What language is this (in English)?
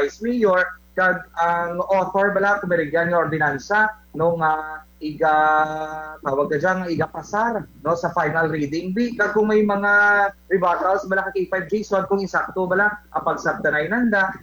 Kinaray-a